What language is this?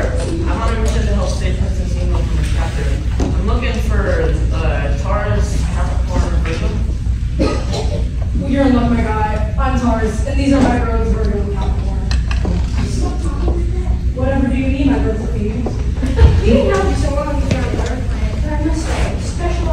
English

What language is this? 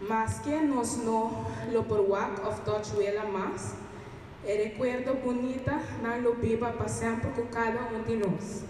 Papiamento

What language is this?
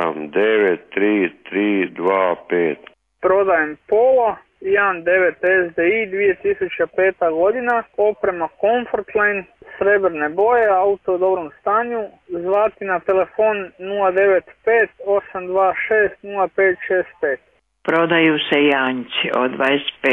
Croatian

